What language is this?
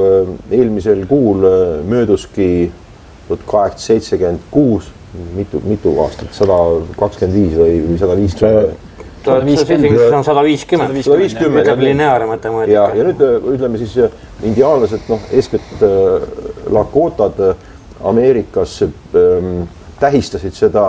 Estonian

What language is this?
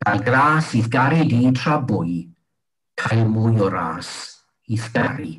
Welsh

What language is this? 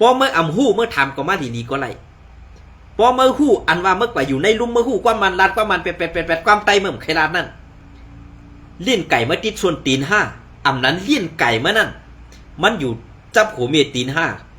Shan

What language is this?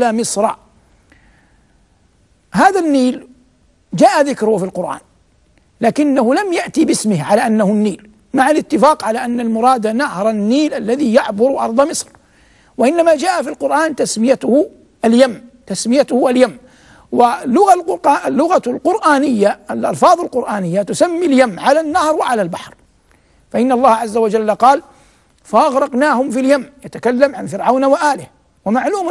Arabic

